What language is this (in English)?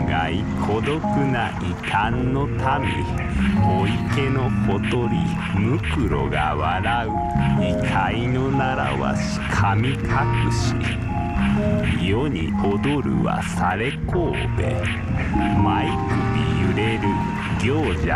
Japanese